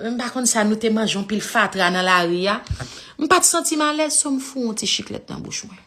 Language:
Haitian Creole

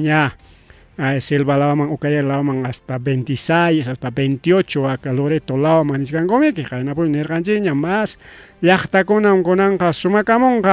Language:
Ayacucho Quechua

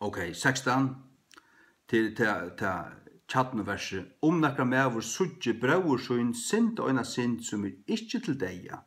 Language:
Faroese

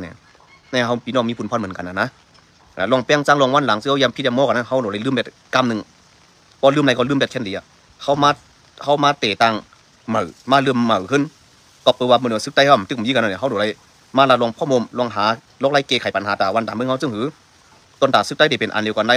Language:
Shan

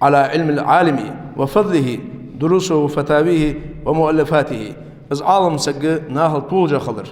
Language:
Ingush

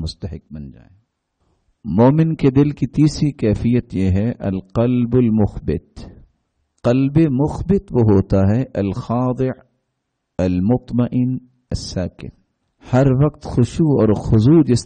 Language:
Urdu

